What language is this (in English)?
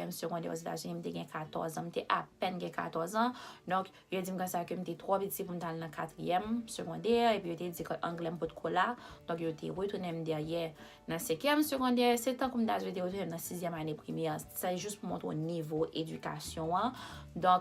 Haitian Creole